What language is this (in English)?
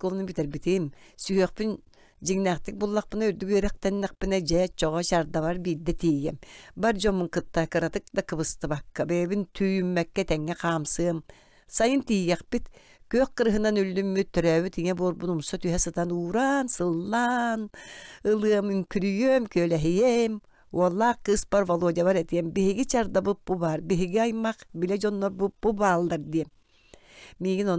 Yakut